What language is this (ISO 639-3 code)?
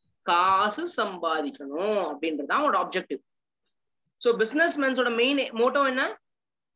tam